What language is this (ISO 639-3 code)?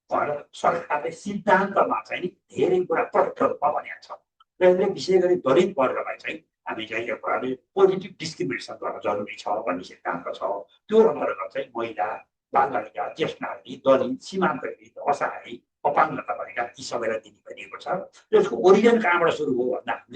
nep